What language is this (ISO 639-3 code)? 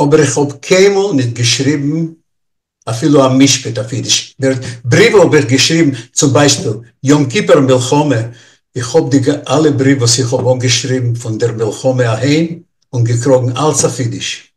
yid